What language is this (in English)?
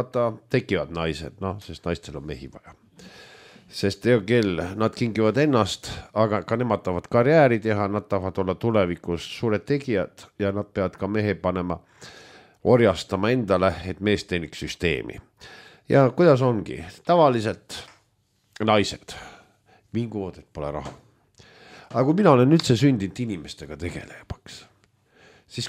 Estonian